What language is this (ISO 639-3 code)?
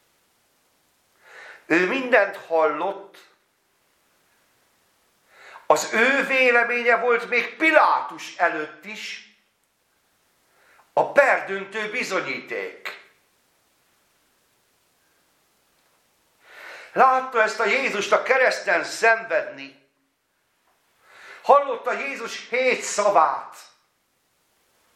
hun